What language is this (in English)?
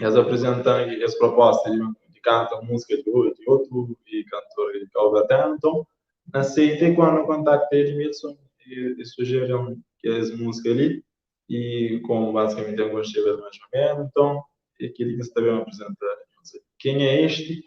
Kabuverdianu